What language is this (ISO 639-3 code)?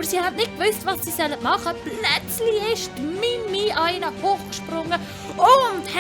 gsw